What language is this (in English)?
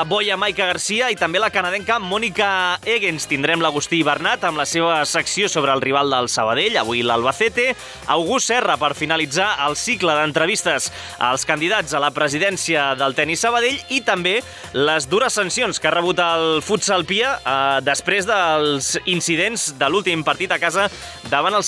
Catalan